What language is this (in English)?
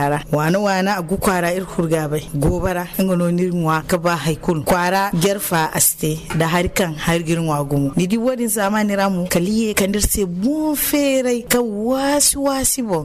Zarma